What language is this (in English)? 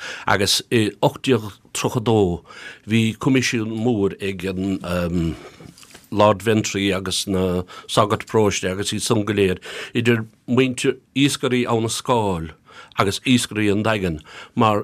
Irish